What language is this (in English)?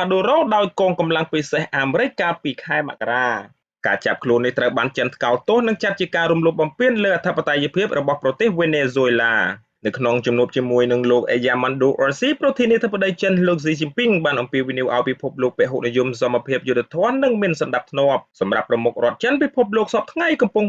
Khmer